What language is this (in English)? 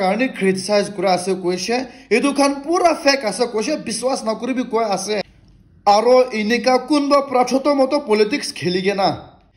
Naga Pidgin